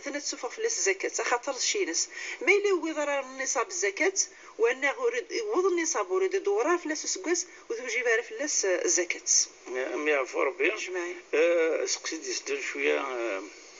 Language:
Kabyle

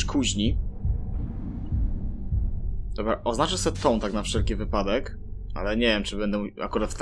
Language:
Polish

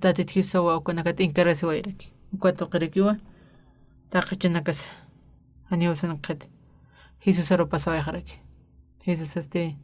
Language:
Aymara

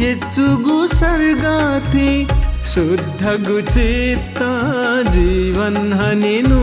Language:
Newari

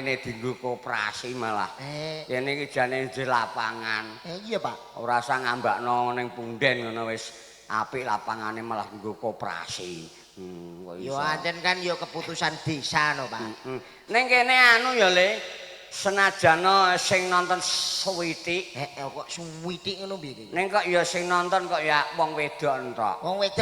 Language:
Javanese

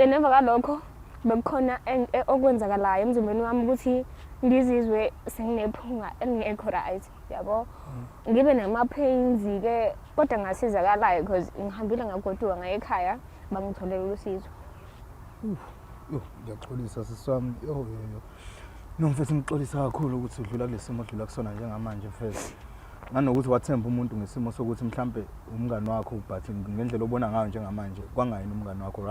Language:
Zulu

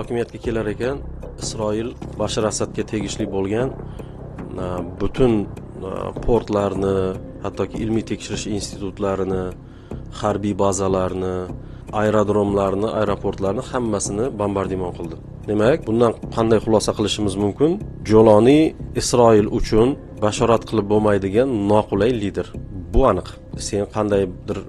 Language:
Uzbek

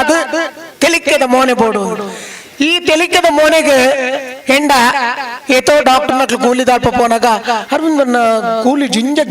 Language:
Tulu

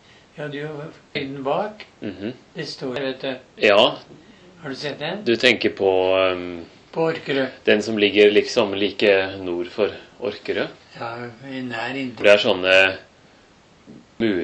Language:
Norwegian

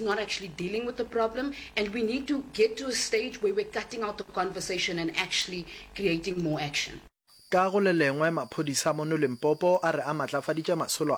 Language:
Northern Sotho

